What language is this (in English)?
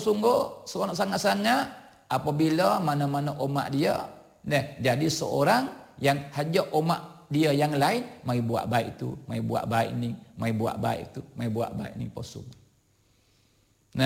Malay